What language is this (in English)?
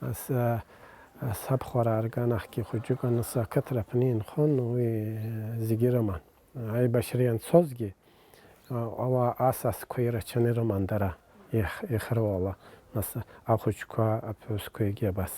Abkhazian